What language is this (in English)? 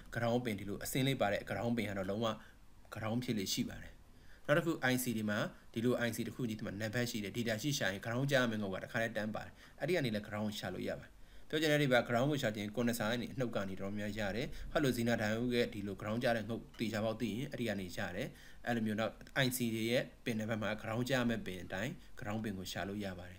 Burmese